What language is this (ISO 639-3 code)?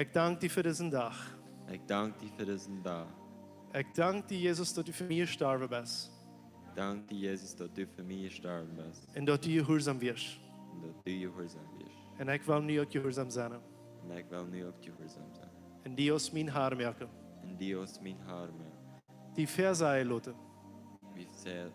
pdt